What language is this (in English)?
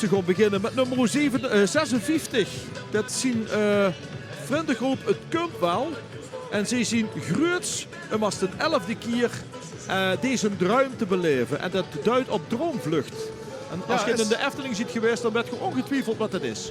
Limburgish